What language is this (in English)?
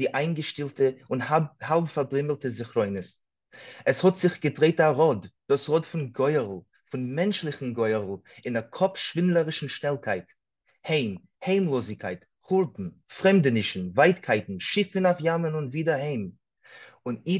Yiddish